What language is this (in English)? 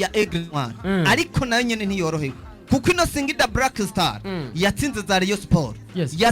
Rundi